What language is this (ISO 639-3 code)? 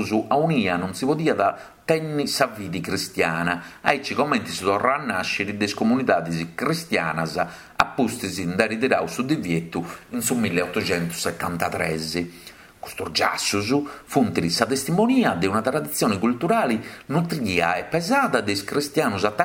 srd